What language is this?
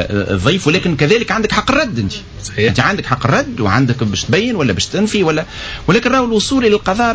Tunisian Arabic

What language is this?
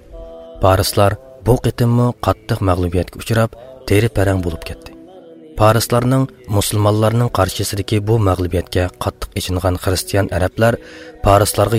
Uyghur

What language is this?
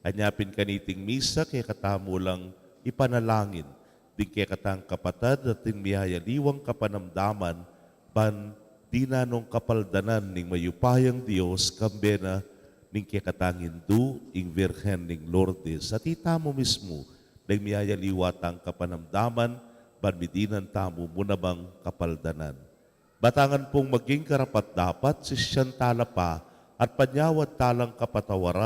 Pampanga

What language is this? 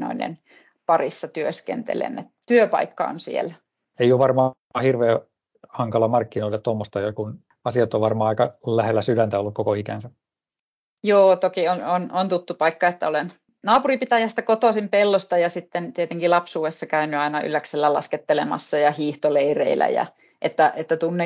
Finnish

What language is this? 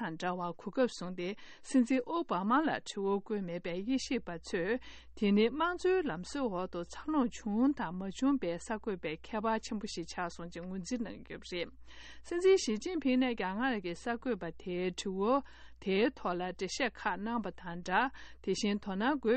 Tibetan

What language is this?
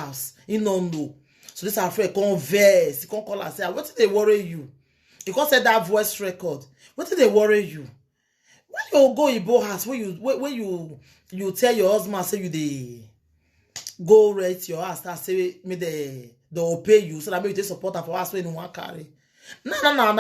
Nigerian Pidgin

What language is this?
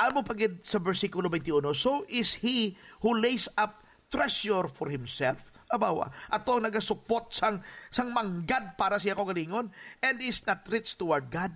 Hiligaynon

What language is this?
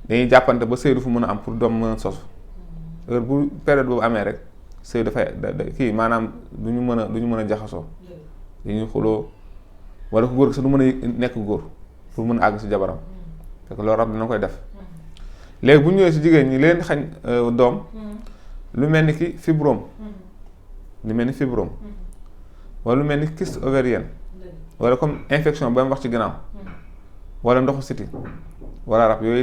Wolof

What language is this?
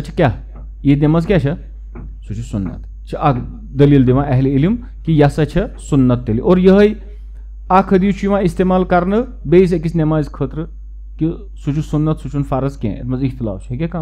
Kashmiri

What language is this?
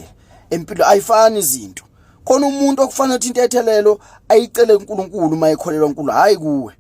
Zulu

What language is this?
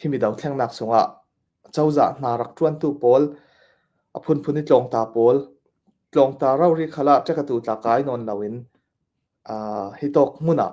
Falam Chin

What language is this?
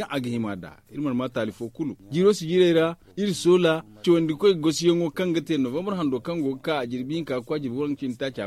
Zarma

